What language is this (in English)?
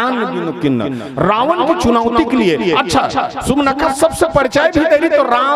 Chhattisgarhi